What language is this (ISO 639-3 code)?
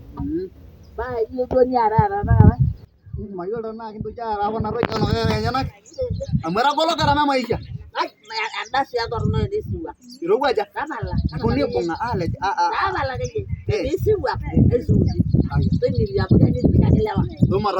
mas